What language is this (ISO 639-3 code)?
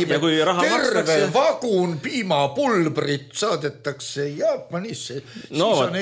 est